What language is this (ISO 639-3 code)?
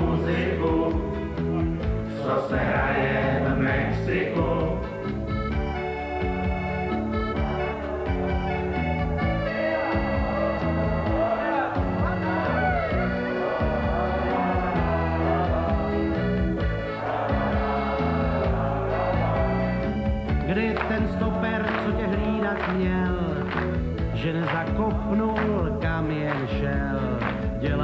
ces